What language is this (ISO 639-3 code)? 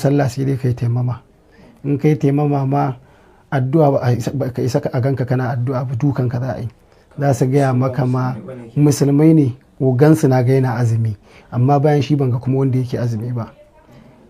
hau